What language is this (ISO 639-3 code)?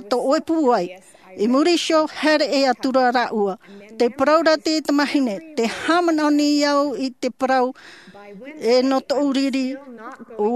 tah